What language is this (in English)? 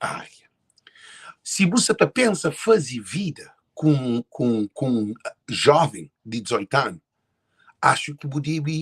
Kabuverdianu